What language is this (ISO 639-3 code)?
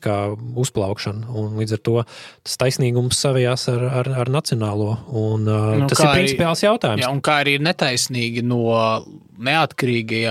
lav